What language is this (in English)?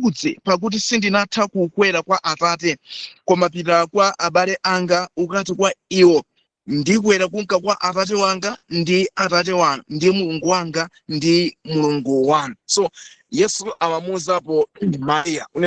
Nyanja